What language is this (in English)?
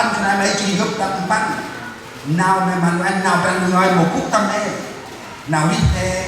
Central Mnong